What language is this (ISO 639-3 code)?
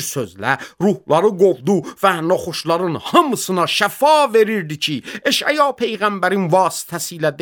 aze